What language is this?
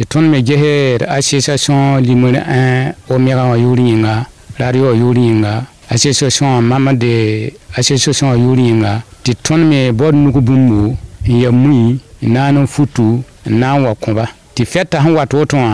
Mossi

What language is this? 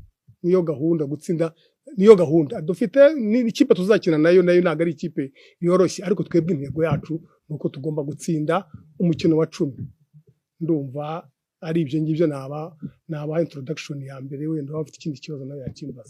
Kinyarwanda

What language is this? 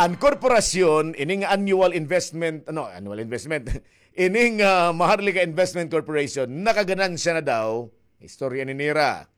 Waray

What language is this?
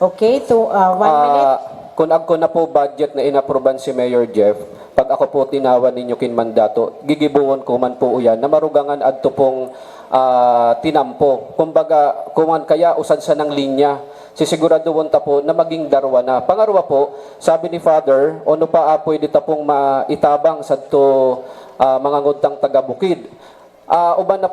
Bikol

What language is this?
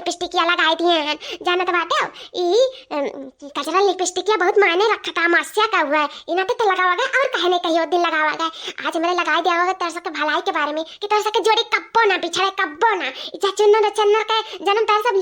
Awadhi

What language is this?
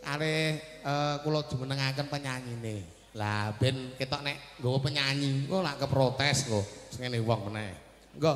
Javanese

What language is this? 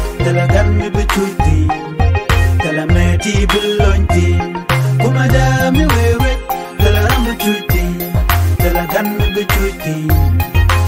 Nuer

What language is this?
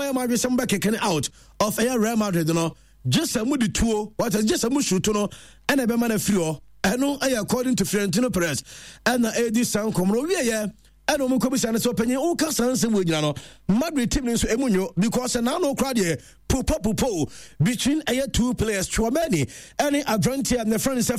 Akan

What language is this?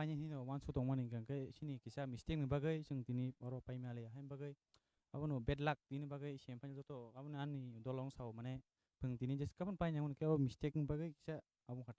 Kok Borok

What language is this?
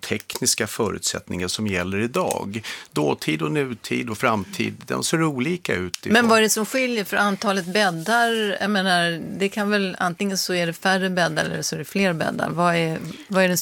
Swedish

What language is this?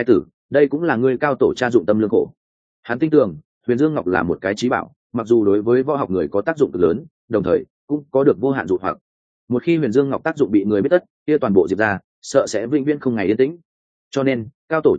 Vietnamese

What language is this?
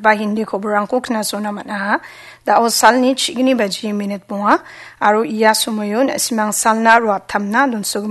Garo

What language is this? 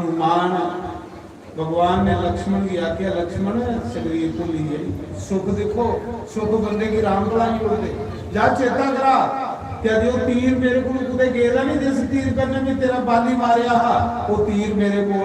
Dogri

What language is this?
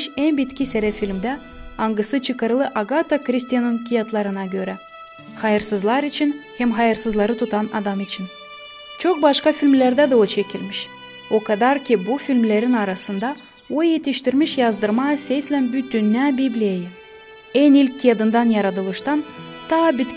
Gagauz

